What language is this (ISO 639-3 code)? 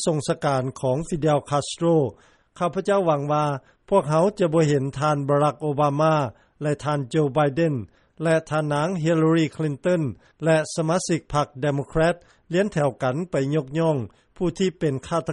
lao